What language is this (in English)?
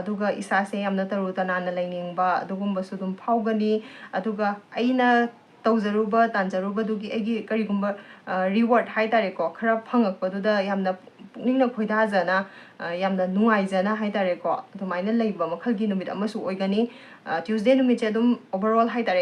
Manipuri